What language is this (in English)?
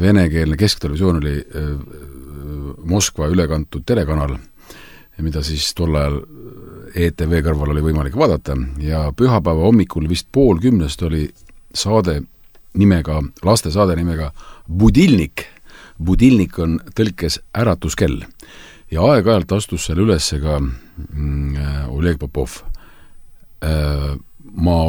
Estonian